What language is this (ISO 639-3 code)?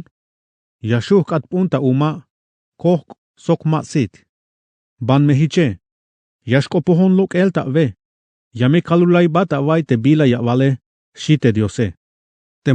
tzh